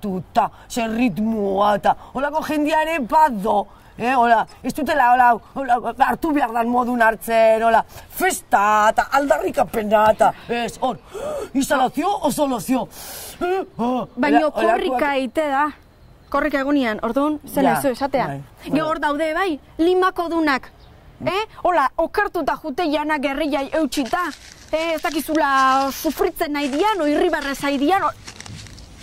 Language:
Basque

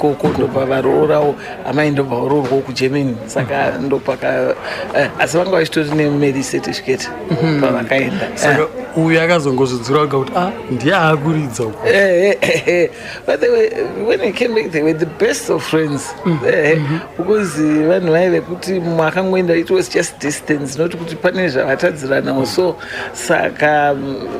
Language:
Shona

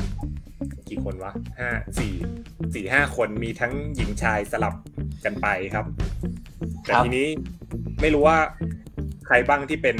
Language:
Thai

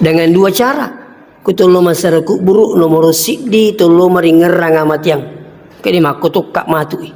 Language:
Buginese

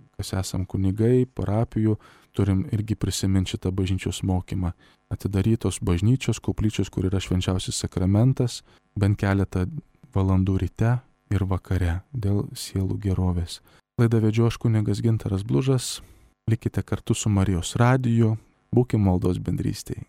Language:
Lithuanian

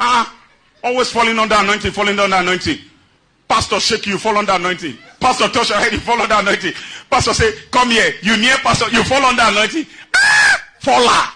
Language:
Nigerian Pidgin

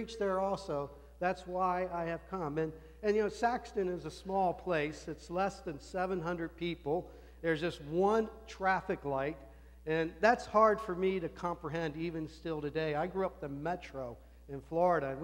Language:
English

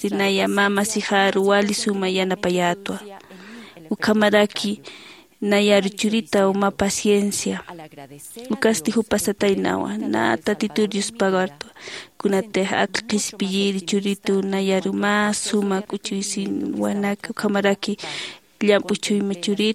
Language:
Aymara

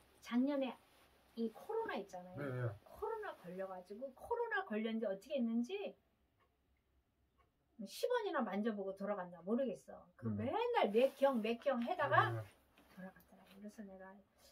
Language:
Korean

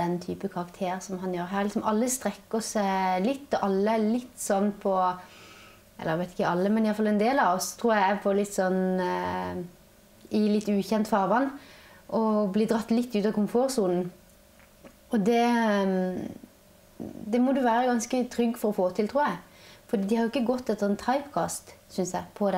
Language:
Norwegian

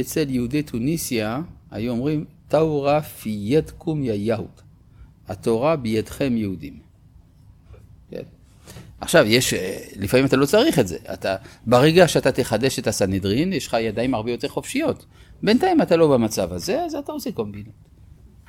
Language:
Hebrew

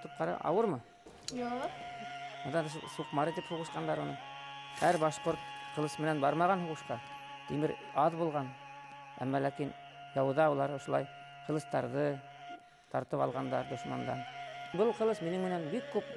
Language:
Bashkir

